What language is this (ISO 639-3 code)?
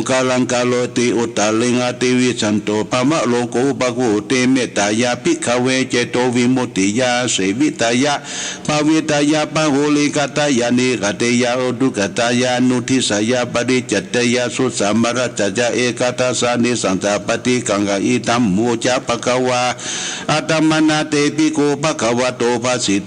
pli